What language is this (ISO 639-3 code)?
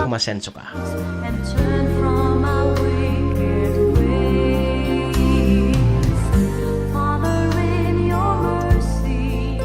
bik